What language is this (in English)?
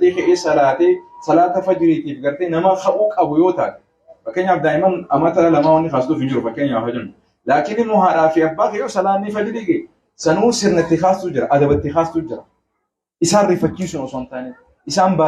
Oromo